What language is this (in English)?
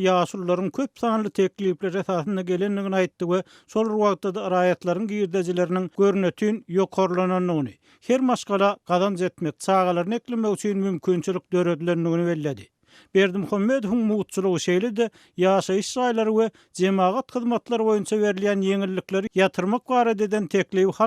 Turkmen